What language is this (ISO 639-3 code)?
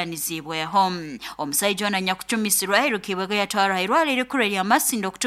nyo